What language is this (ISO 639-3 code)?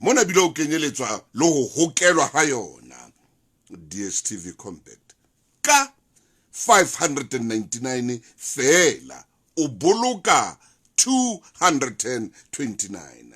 sot